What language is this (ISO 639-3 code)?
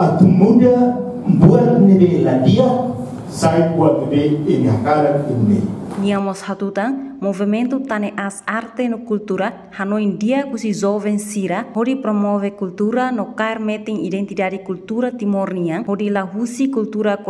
tet